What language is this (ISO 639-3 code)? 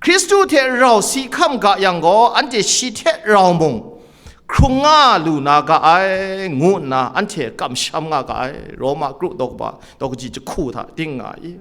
kac